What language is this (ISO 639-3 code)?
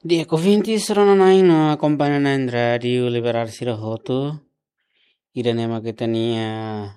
tet